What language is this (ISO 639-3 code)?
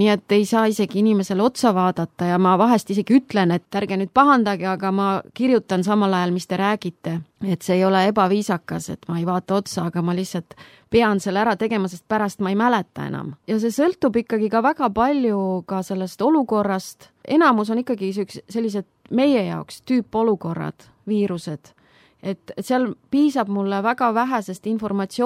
est